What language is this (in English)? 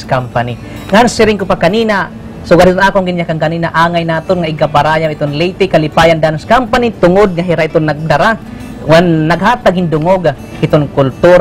Waray